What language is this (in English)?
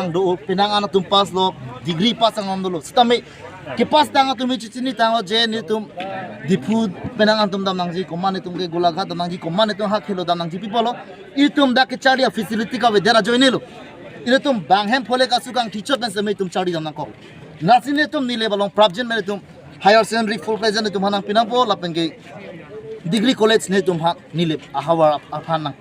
Karbi